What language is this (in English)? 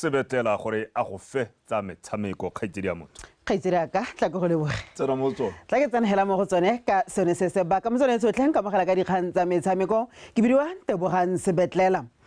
Tswana